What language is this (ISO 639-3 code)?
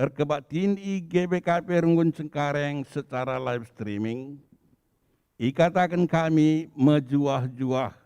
btx